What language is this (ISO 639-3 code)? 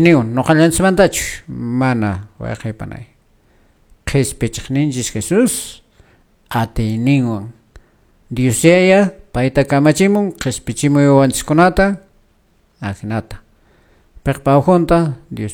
que